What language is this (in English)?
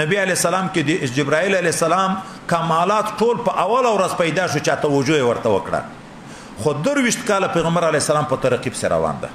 Pashto